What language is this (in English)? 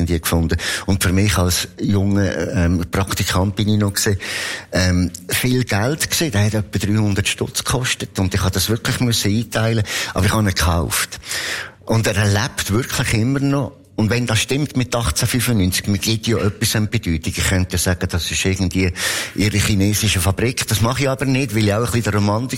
Swiss German